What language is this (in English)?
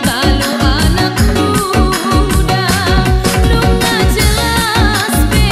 Batak Simalungun